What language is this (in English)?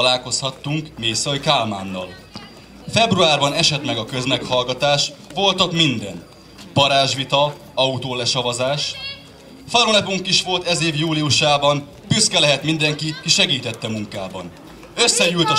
Hungarian